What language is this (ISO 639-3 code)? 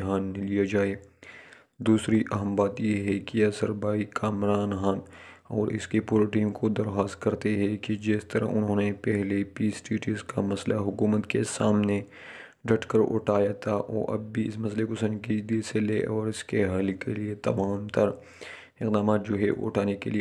urd